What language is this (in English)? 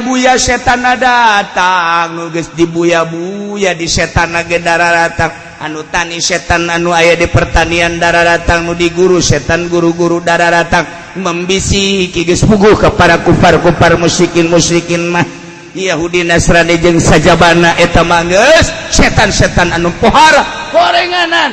Sundanese